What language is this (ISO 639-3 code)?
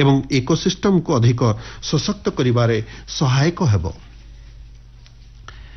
ori